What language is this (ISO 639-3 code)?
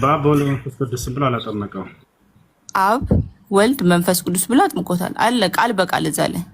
amh